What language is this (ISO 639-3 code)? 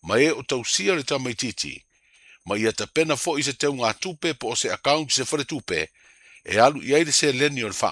smo